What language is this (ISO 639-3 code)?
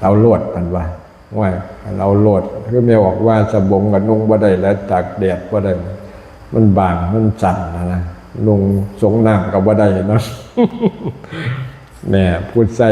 lao